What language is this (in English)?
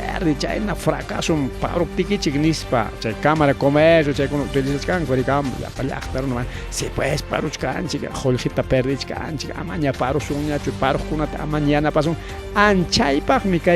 Ayacucho Quechua